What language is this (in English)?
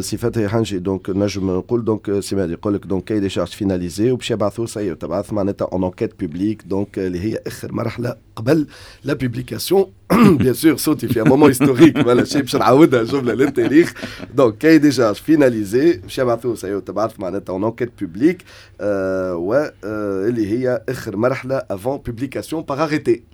Tunisian Arabic